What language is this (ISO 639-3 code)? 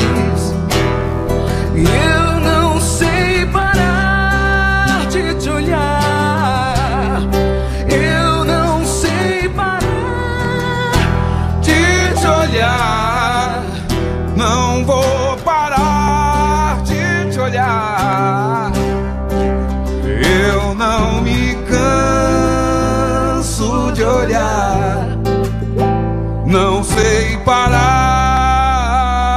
por